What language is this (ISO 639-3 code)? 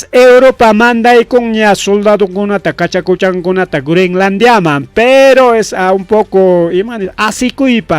quy